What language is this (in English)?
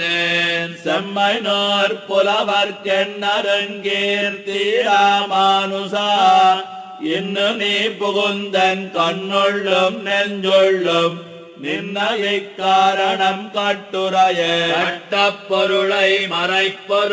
Tamil